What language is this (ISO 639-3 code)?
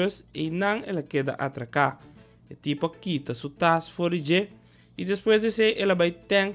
pap